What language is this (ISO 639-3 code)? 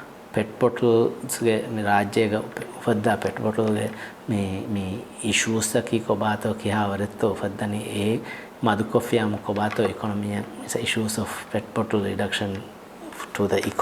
div